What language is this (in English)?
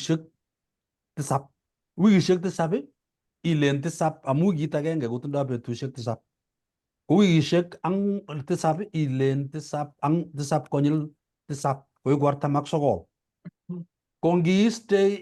Kalenjin